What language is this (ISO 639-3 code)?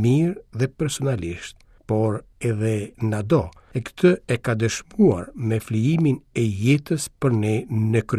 sqi